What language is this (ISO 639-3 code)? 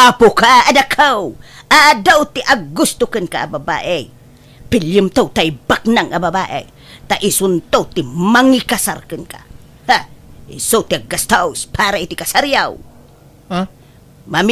ilo